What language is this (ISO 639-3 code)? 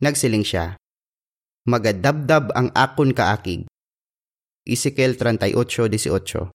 hil